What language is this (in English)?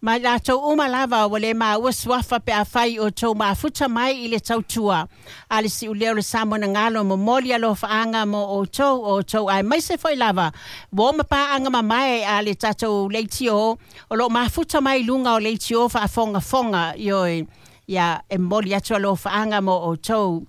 Samoan